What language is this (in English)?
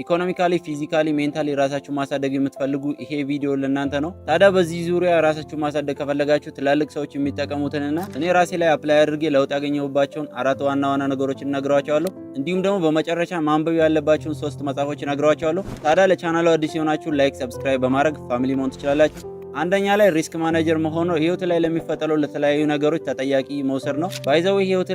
Amharic